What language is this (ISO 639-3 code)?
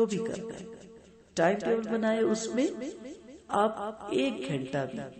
urd